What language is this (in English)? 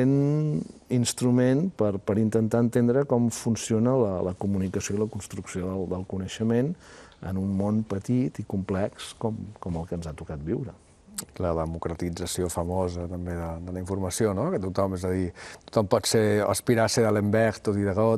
Catalan